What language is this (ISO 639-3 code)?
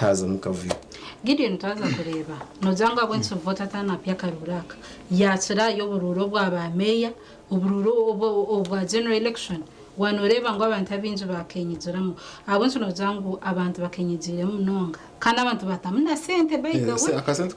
nyn